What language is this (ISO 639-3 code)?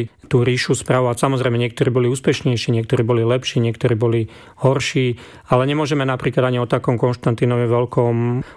slk